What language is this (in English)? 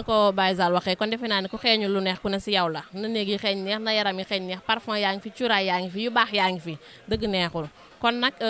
Wolof